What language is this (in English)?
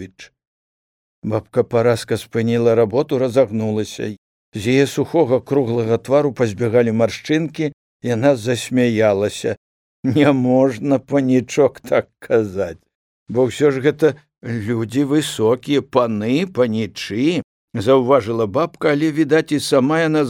Belarusian